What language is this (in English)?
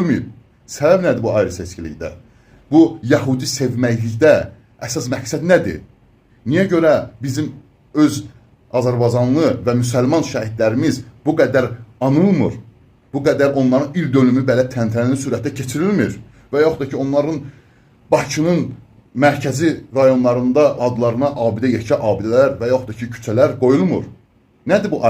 Azerbaijani